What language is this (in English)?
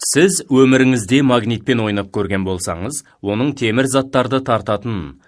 Kazakh